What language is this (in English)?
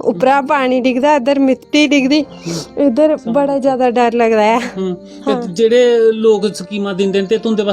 Dogri